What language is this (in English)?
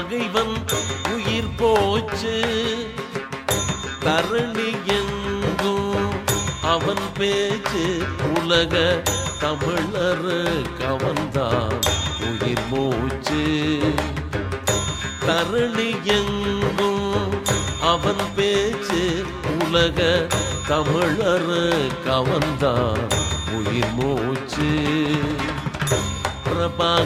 Tamil